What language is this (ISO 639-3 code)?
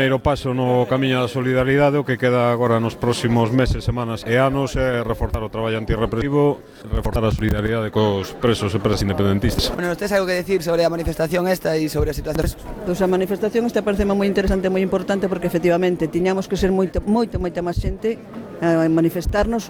glg